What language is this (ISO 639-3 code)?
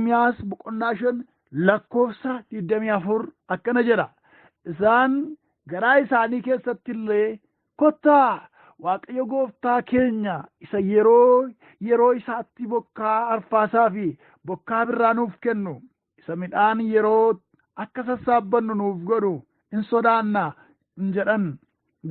orm